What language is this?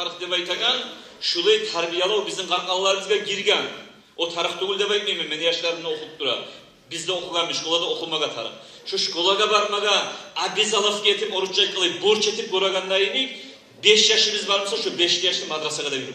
Kumyk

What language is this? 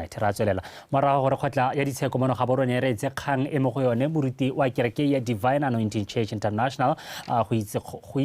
Tswana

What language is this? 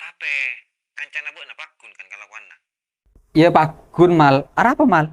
Madurese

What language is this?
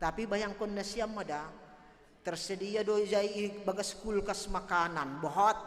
Batak Simalungun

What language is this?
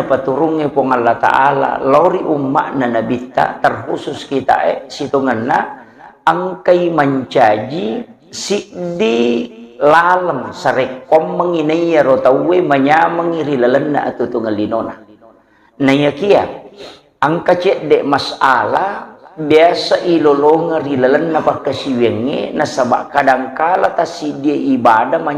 Buginese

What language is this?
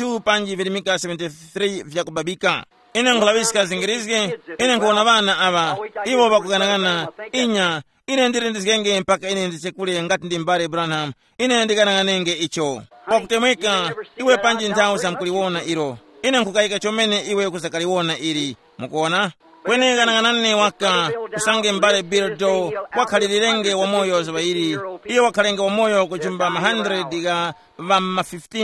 Tumbuka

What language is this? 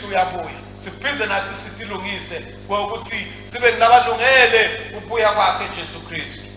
Swati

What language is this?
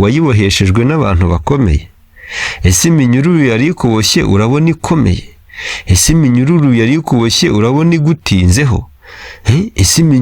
Kinyarwanda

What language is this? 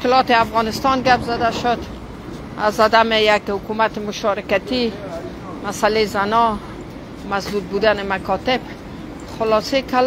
Persian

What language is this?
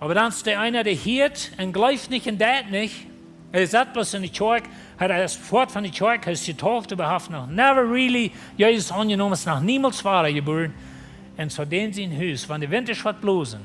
Plautdietsch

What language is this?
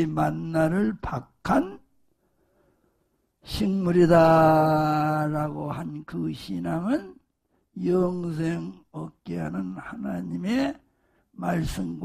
Korean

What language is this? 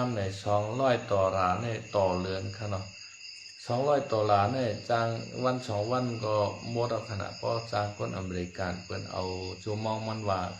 Shan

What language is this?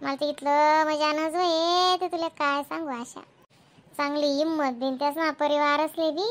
Khandesi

